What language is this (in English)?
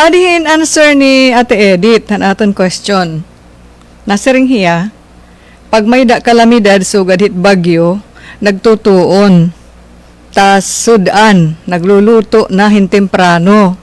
Waray